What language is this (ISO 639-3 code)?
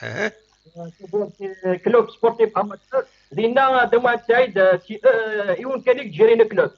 kab